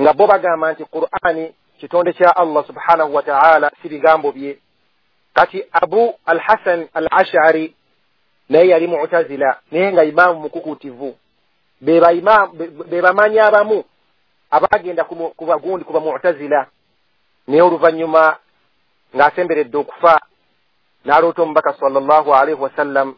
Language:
Ganda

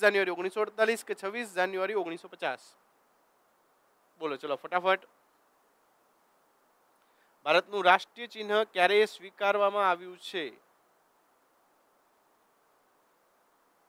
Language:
Gujarati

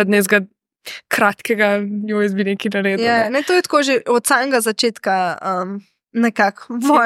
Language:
Slovenian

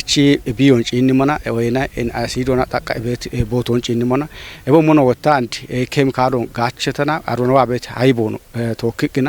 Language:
Kafa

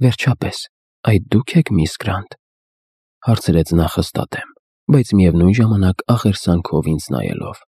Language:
Armenian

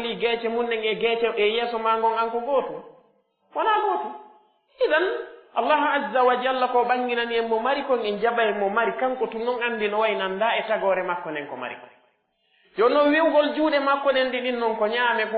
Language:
Pular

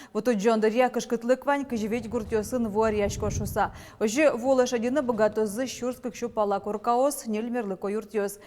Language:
Udmurt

